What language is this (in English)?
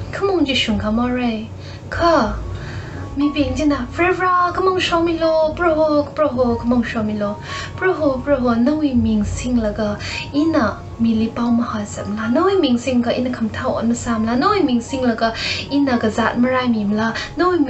Tangkhul Naga (India)